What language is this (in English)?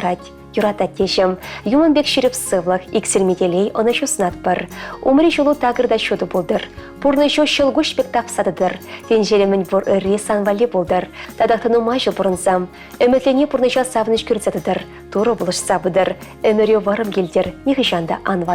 Chuvash